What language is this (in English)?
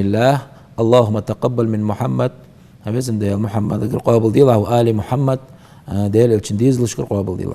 Ingush